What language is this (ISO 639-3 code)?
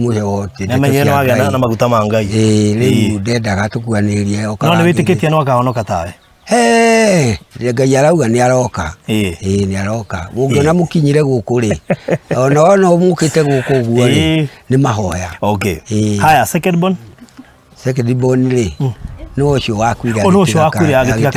kik